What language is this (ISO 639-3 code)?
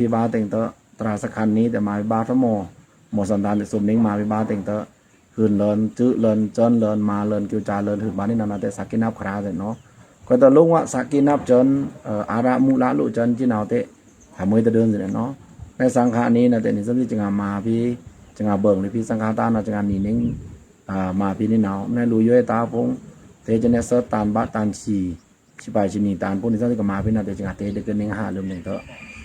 blk